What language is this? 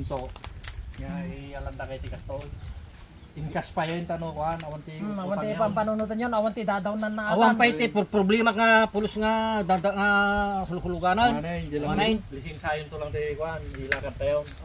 Iloko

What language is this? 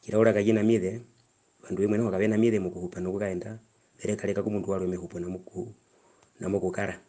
Herero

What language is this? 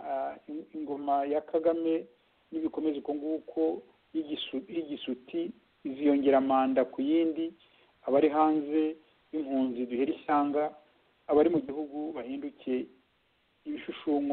Kinyarwanda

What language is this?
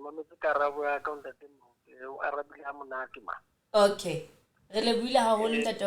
Southern Sotho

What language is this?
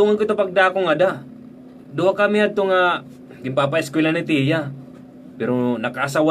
Waray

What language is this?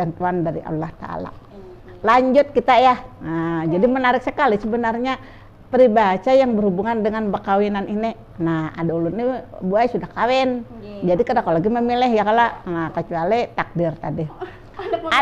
Banjar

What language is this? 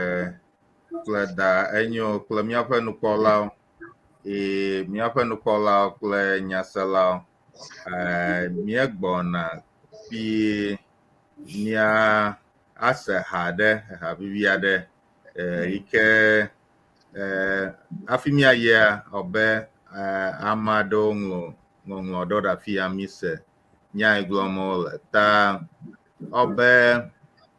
Ewe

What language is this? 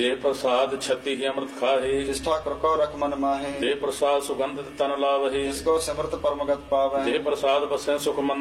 Punjabi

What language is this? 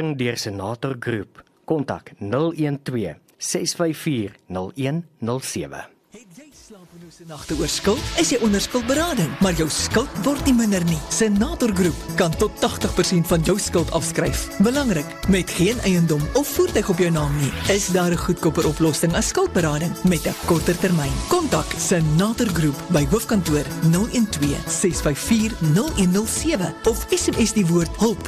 Afrikaans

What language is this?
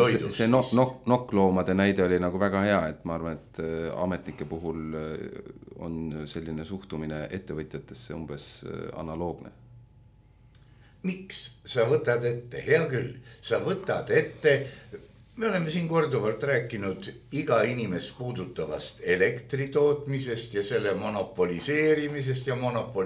Estonian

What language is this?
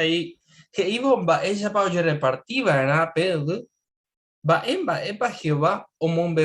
Guarani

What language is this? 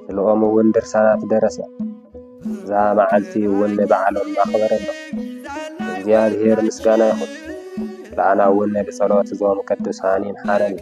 Tigrinya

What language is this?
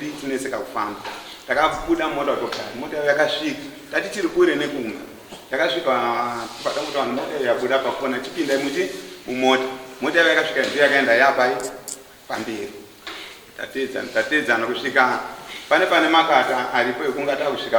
Shona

